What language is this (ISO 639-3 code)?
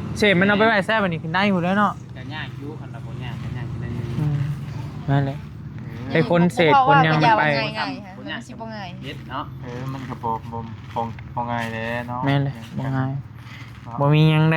tts